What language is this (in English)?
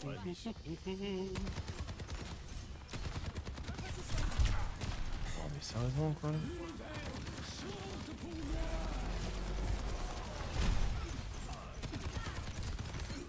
French